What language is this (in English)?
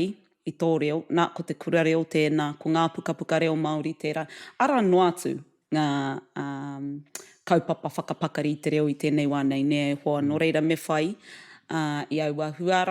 Māori